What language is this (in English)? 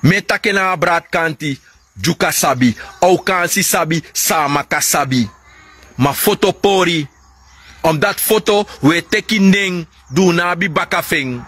Sranan Tongo